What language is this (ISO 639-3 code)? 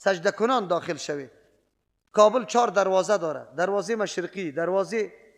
fas